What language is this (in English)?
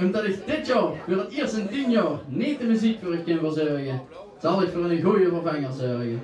Limburgish